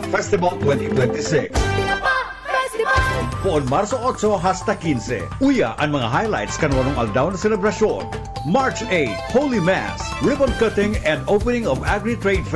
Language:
Bikol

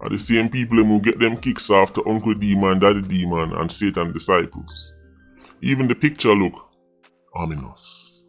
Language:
Jamaican Creole English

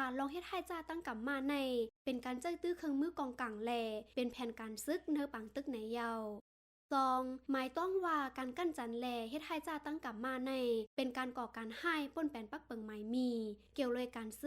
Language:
Shan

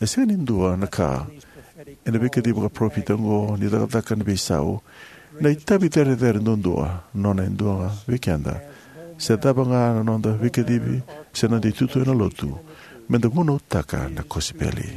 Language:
Fijian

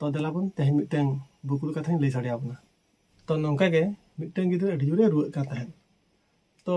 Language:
Santali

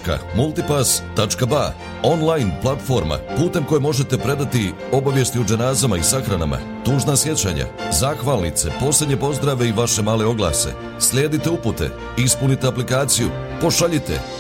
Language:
Bosnian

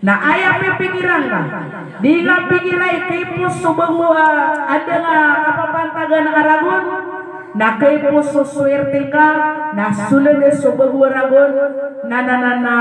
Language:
Maranao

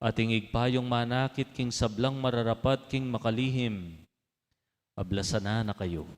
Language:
Pampanga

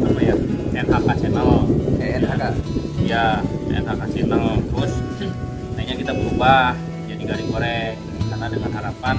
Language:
Betawi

